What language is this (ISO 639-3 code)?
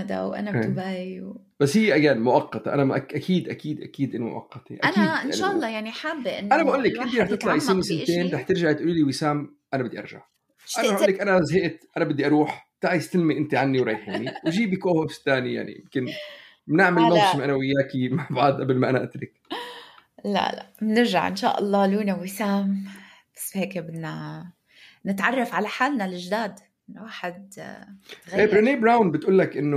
apc